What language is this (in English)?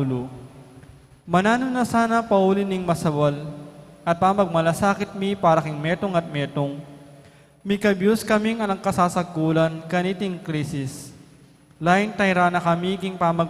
Pampanga